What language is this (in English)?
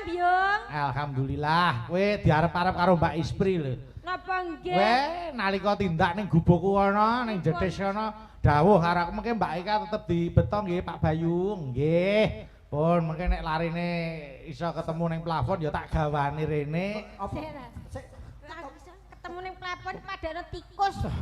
Javanese